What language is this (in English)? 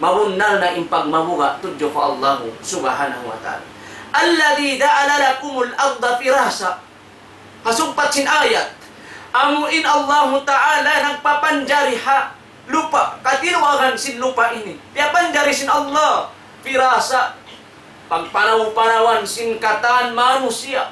Tausug